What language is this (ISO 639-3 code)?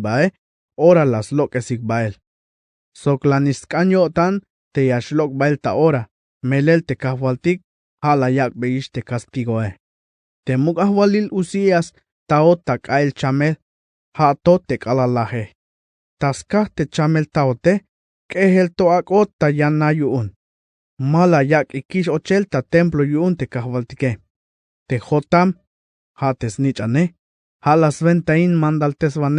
tzh